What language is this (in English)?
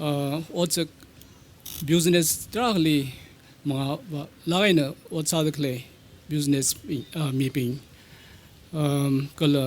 Tangkhul Naga (India)